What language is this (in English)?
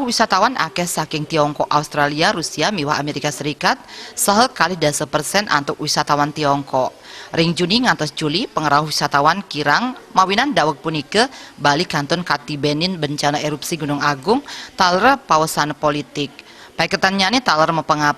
Balinese